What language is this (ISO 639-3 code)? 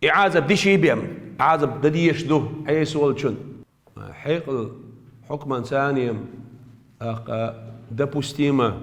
che